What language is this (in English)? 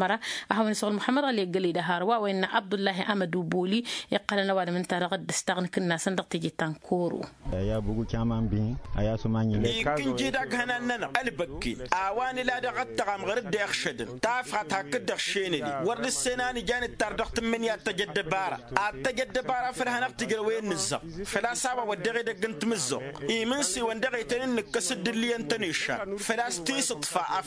Tamasheq